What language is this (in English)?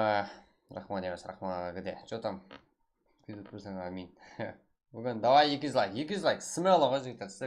Kara-Kalpak